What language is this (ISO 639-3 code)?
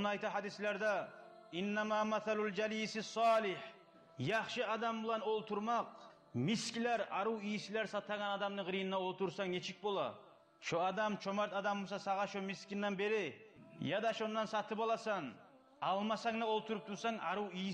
kum